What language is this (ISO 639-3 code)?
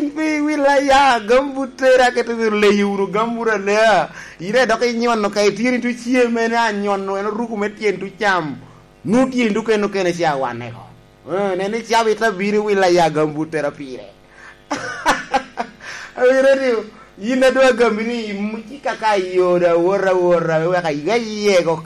laj